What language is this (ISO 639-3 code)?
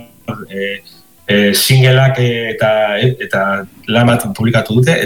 eus